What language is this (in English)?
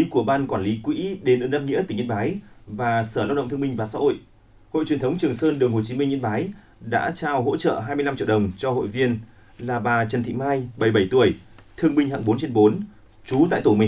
Vietnamese